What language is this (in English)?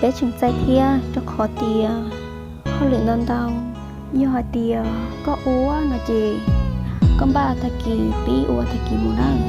Hmong